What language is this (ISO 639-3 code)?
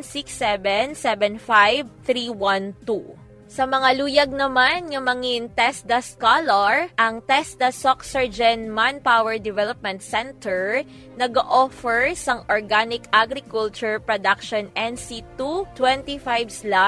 hil